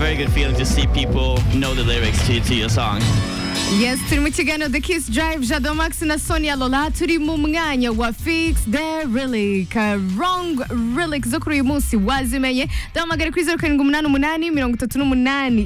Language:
Kinyarwanda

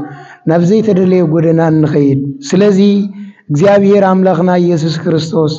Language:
Tigrinya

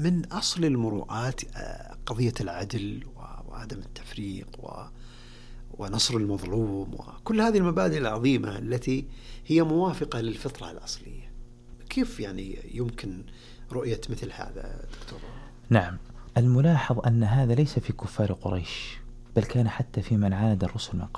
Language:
Arabic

